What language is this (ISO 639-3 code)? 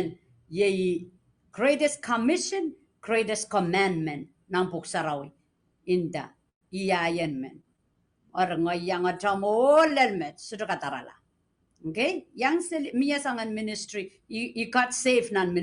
pon